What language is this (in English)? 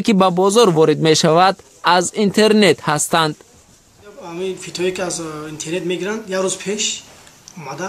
Tajik